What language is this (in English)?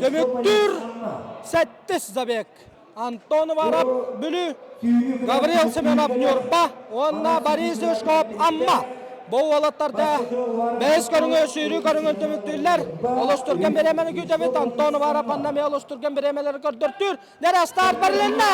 Yakut